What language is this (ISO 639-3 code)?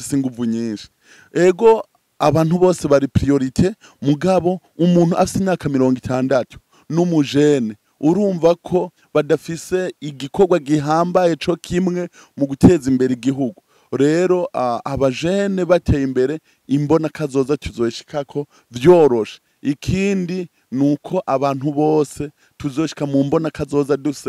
run